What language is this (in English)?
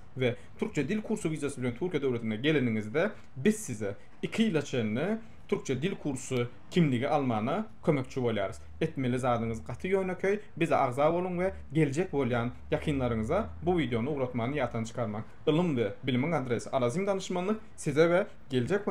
Turkmen